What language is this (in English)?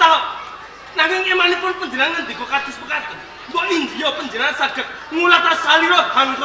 Javanese